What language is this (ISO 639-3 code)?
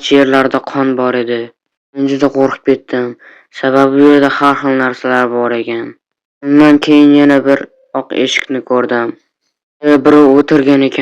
uzb